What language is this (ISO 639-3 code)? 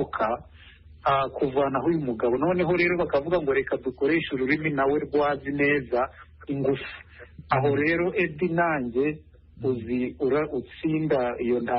kin